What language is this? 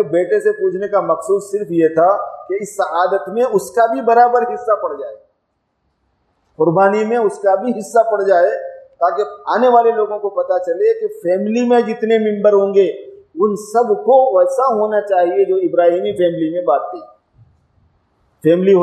Urdu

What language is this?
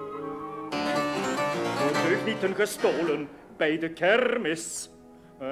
Dutch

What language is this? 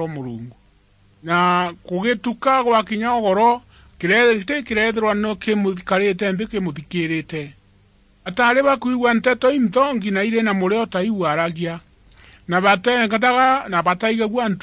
Meru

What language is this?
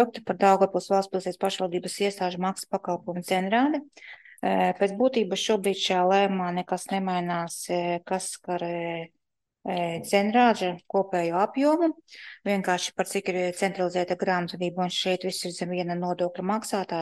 Latvian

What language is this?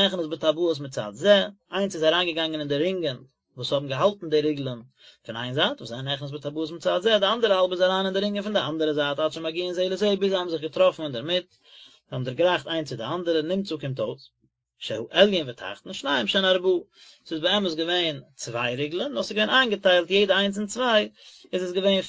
Yiddish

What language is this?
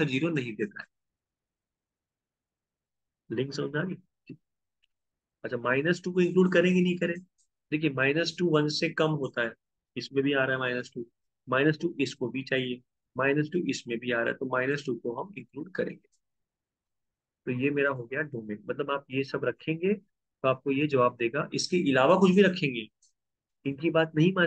Hindi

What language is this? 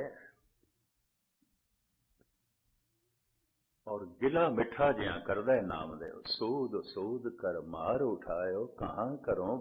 Punjabi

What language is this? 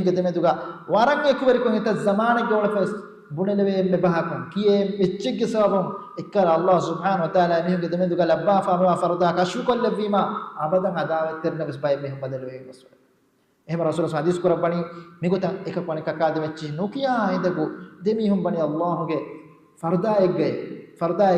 Divehi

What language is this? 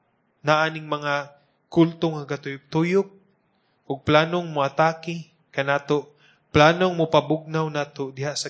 Cebuano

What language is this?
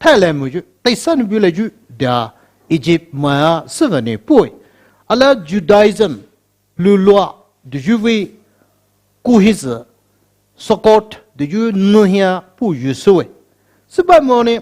Poumei Naga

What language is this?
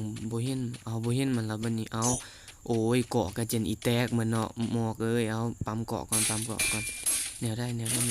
Lao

